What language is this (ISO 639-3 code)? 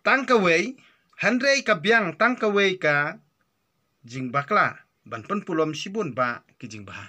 kha